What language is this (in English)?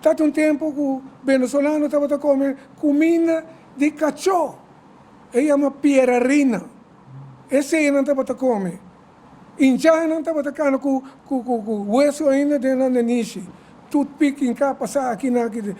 Papiamento